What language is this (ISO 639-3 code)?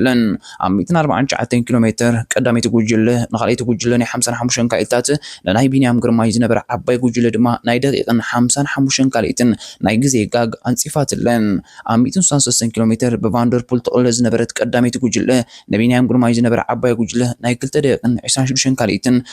tir